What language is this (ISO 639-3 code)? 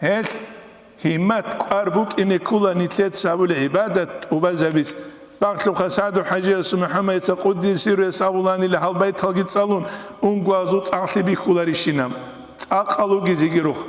ava